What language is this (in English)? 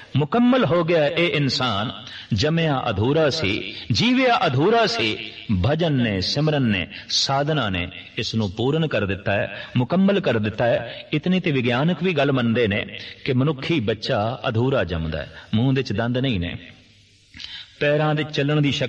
Punjabi